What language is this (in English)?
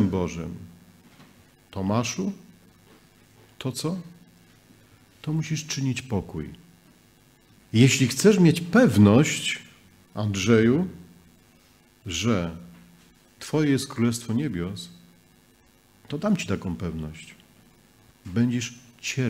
Polish